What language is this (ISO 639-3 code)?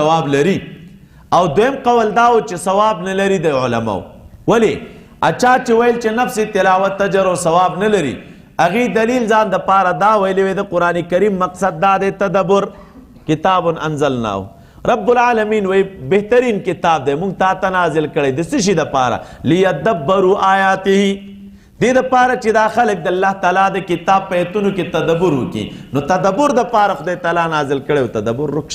pus